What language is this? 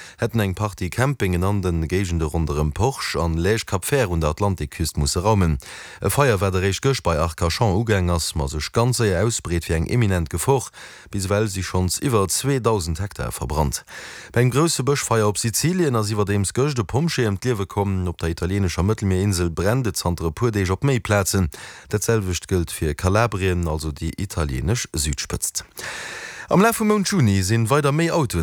Luxembourgish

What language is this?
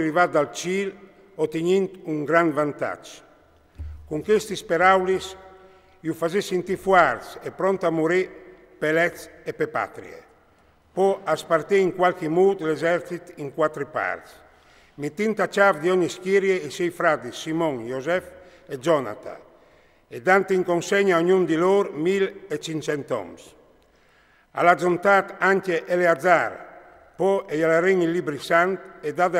Friulian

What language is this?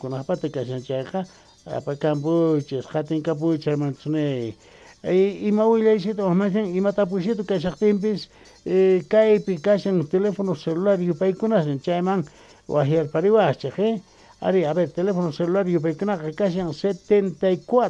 South Bolivian Quechua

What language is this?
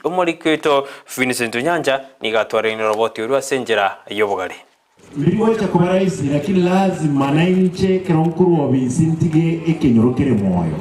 Gusii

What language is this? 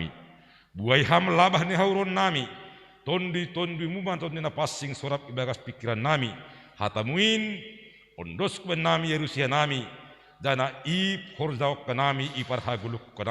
Batak Simalungun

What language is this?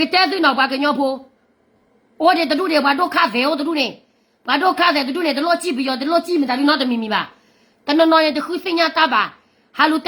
S'gaw Karen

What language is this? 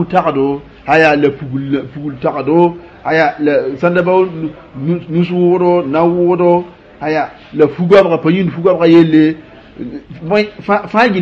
Mossi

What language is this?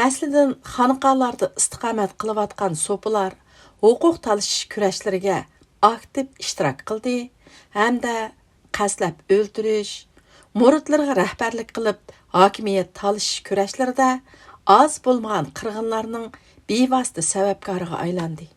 Uyghur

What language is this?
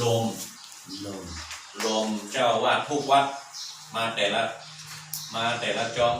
Shan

